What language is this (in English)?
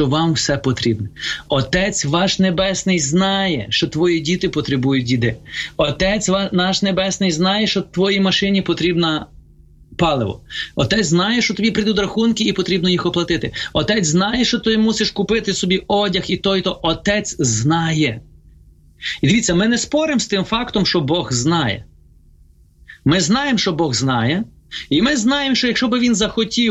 Ukrainian